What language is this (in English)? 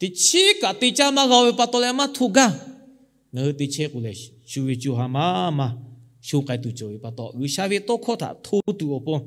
Lahu